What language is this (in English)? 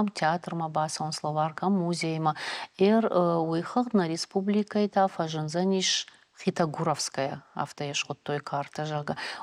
Ossetic